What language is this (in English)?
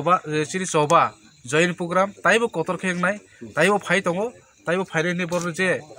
Kok Borok